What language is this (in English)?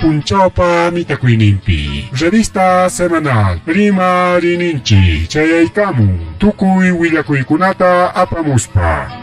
Ayacucho Quechua